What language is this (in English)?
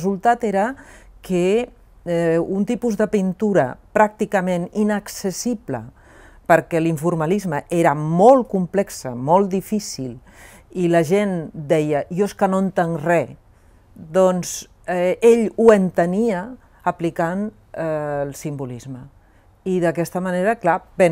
Catalan